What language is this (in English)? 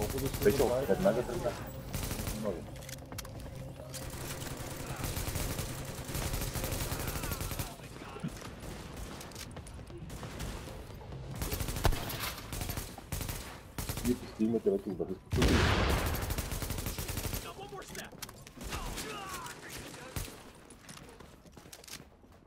Bulgarian